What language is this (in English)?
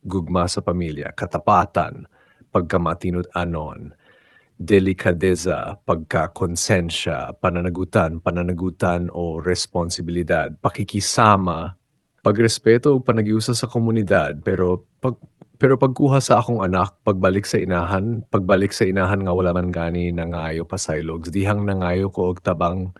Cebuano